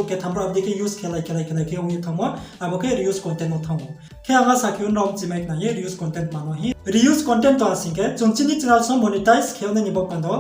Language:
Riang (India)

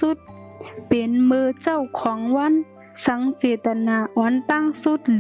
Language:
Shan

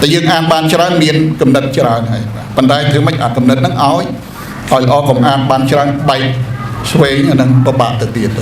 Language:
Khmer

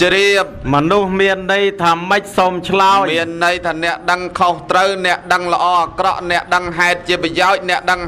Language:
Khmer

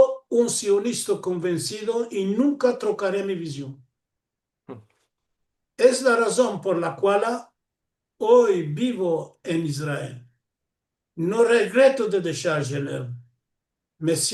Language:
Ladino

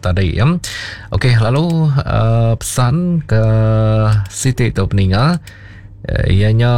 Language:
Iban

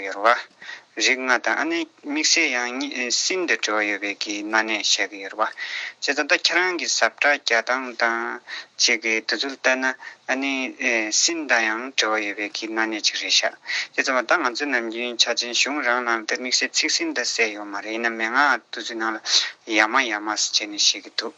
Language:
Tibetan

